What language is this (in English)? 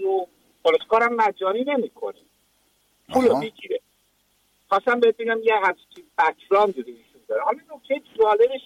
Persian